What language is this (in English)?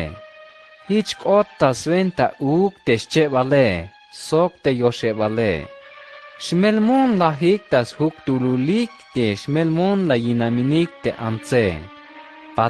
Tzeltal